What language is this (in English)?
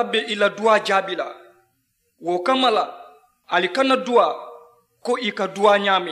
Mandingo